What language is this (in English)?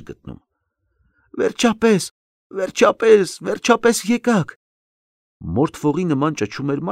Armenian